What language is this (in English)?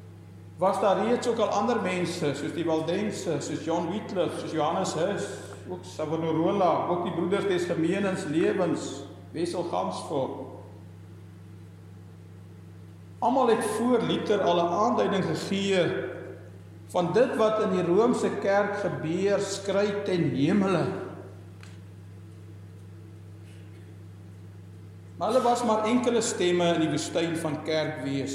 Afrikaans